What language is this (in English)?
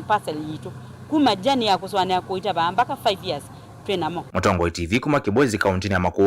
Kamba